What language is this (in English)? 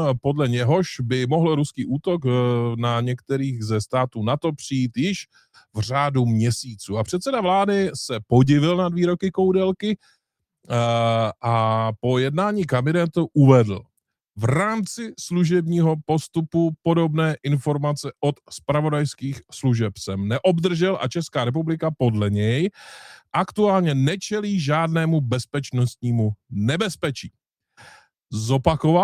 Czech